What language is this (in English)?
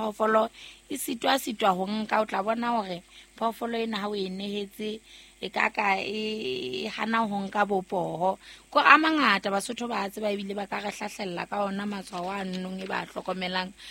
Southern Sotho